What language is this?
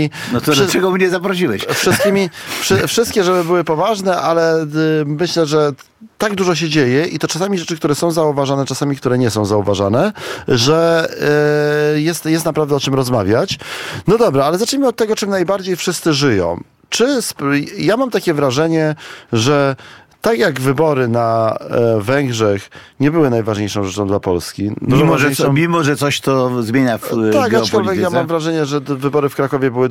Polish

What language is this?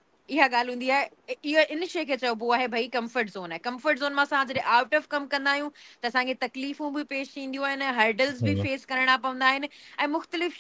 Sindhi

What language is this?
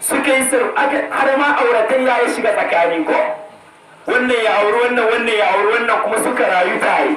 Hausa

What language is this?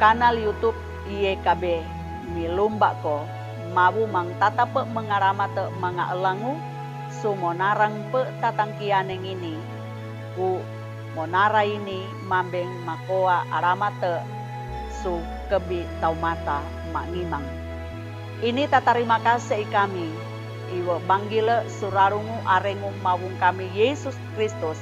Sangir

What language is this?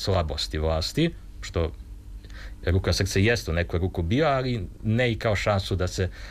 Serbian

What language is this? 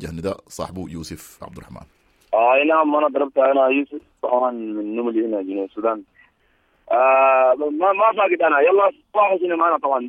Sudanese Arabic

